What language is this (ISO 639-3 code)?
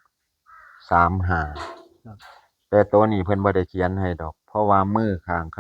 tts